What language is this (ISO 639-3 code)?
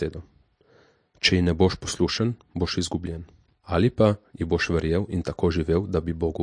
slv